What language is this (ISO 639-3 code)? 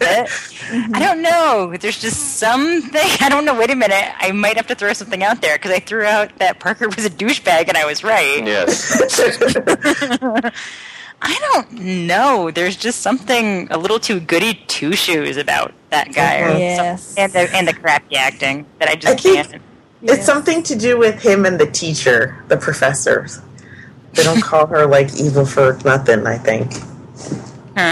eng